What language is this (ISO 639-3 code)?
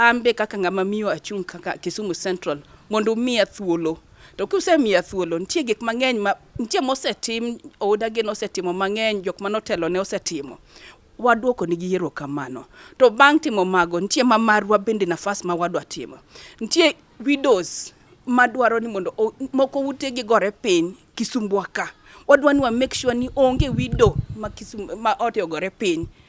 luo